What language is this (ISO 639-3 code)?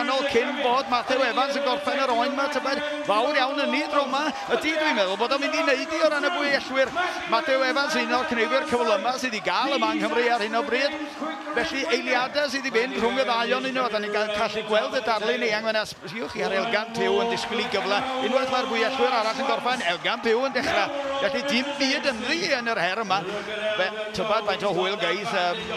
cym